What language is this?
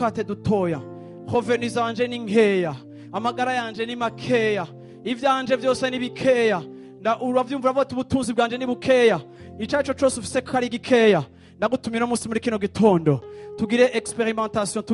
Rundi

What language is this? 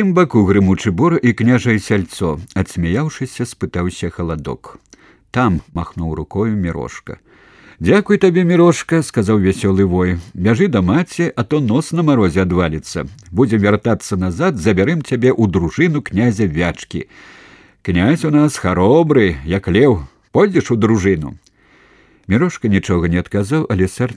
Belarusian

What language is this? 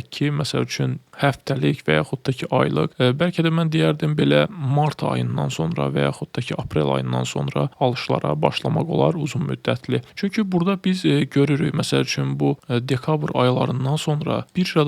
Azerbaijani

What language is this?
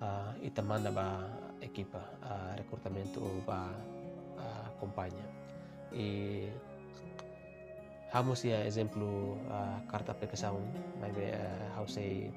Tetum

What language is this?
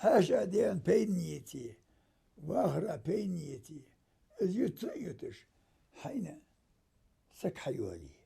Ingush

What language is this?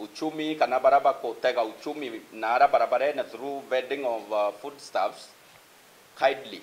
Meru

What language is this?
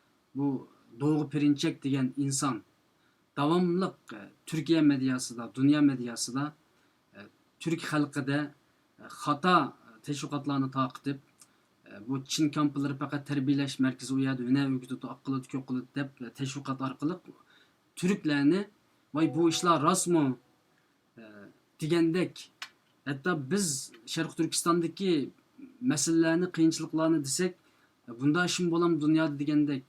Uyghur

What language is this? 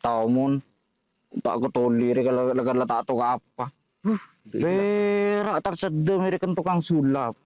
Madurese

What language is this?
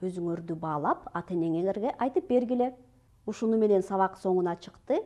Kyrgyz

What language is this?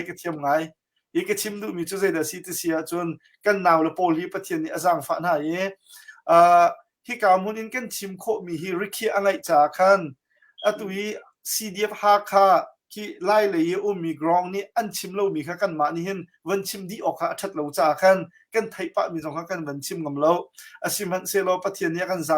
Hakha Chin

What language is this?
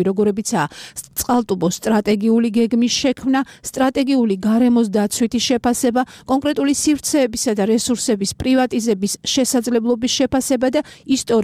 Georgian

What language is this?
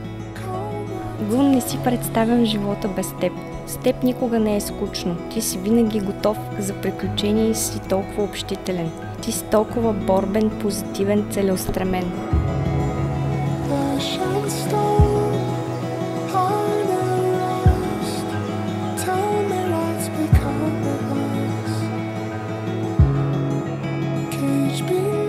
Bulgarian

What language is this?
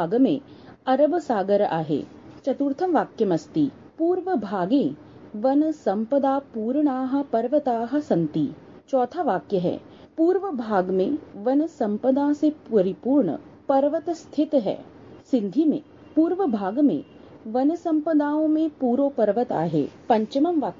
Sanskrit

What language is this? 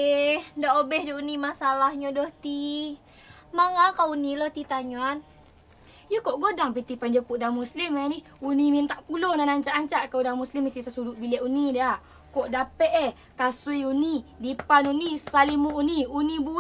Minangkabau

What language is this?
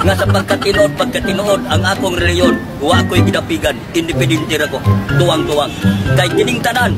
Cebuano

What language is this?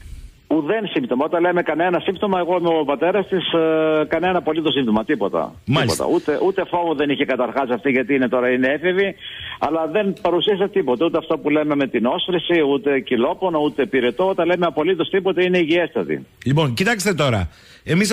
Greek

